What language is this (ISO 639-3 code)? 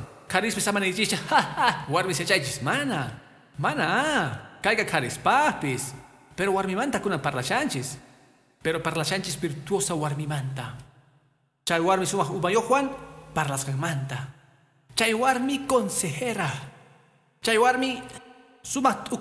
que